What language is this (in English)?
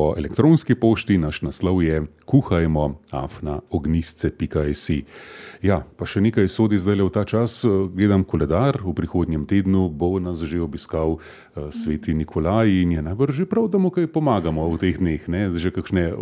Slovenian